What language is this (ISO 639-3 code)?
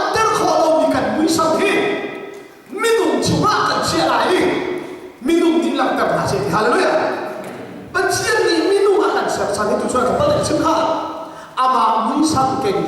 cnh